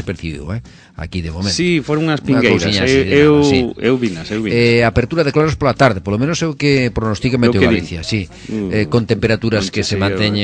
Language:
Galician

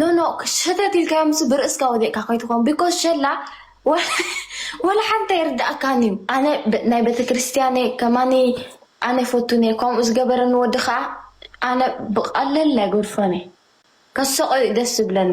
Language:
Tigrinya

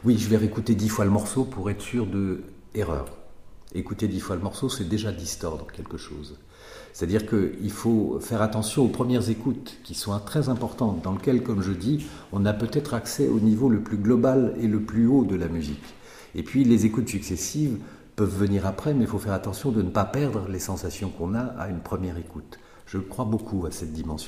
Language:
French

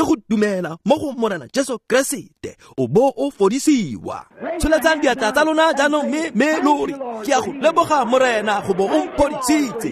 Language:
Tswana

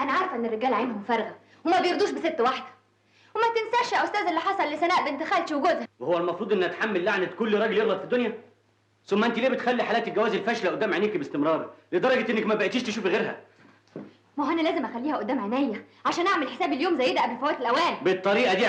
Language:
Egyptian Arabic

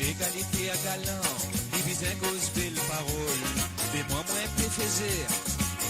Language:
Morisyen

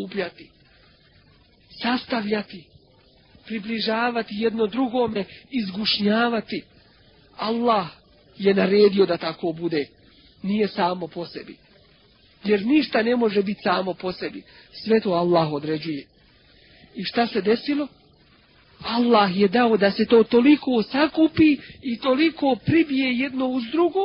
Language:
Bosnian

